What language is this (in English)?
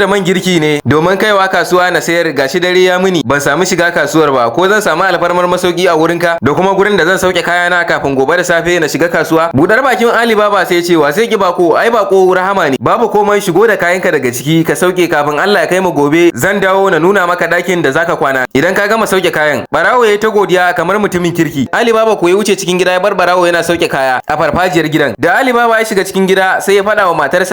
Hausa